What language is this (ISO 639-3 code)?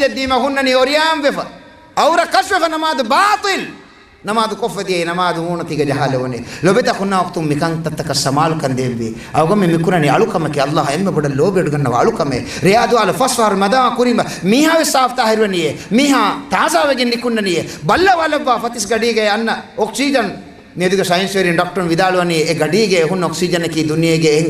div